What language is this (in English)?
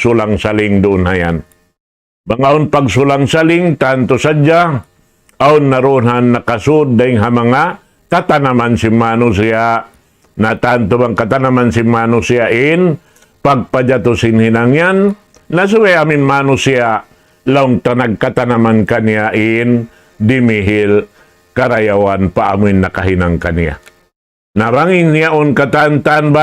Tausug